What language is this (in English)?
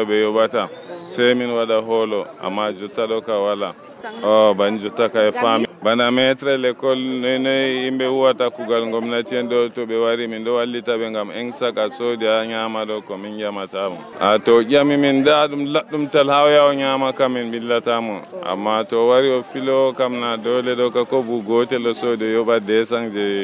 Nigerian Fulfulde